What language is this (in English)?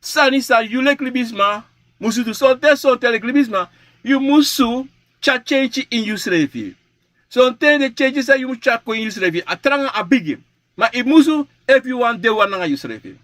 Sranan Tongo